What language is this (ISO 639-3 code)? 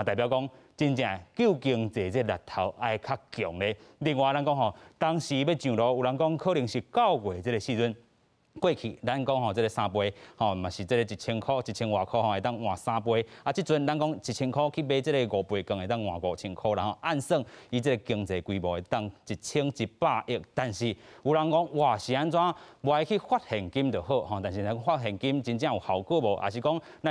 nan